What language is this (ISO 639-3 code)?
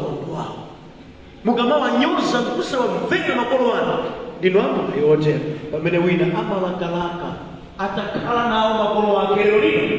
nya